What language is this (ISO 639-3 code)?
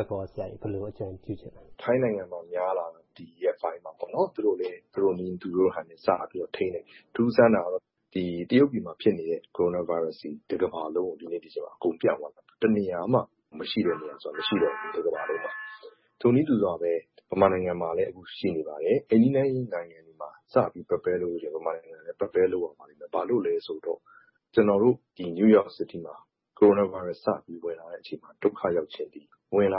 mya